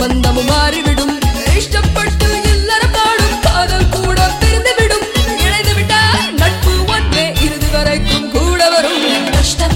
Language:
Tamil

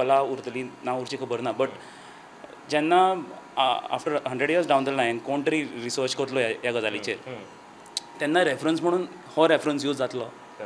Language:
Konkani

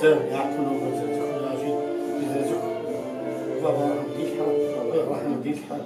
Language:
Kabardian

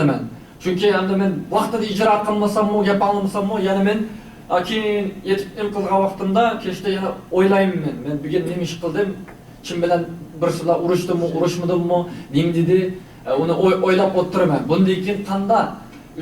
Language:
Uyghur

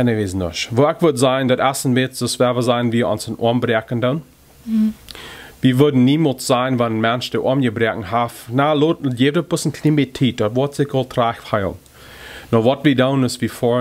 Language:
Plautdietsch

